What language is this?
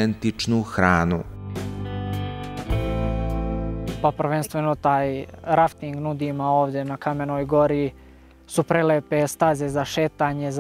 Serbian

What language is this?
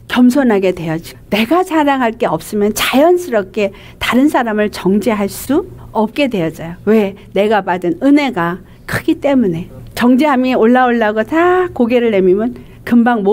Korean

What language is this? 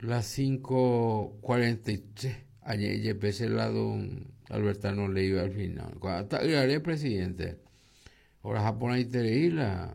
Guarani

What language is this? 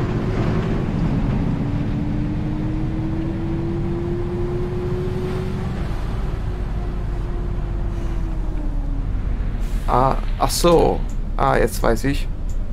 German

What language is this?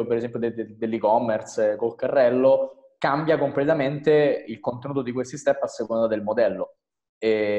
Italian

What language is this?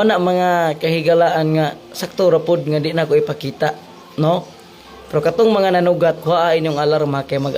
Cebuano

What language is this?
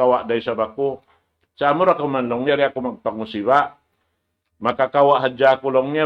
Tausug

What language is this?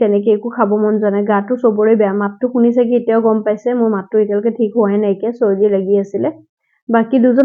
Assamese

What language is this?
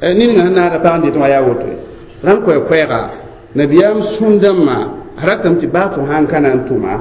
Mossi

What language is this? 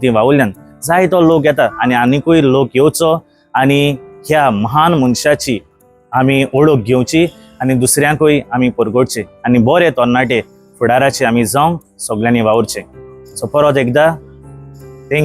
Konkani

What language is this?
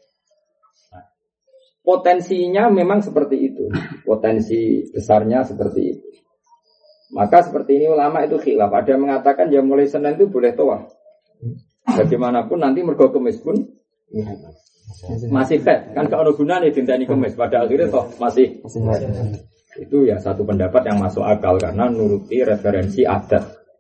Indonesian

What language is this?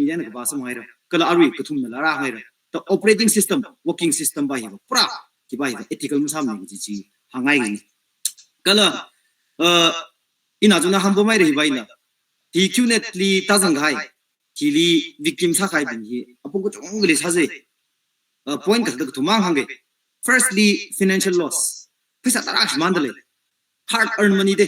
Tangkhul Naga (India)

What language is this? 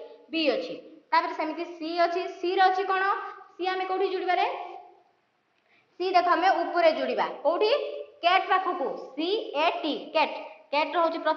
Odia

